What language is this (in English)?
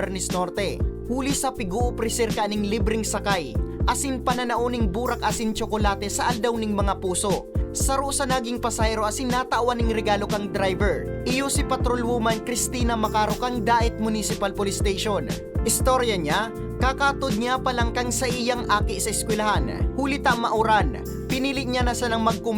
Bikol